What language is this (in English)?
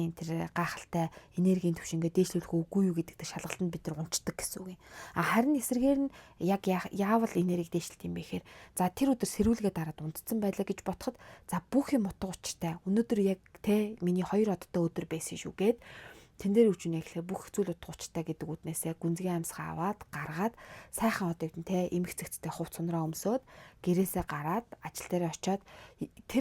Mongolian